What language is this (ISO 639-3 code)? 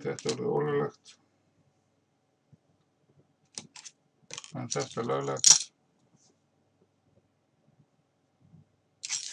isl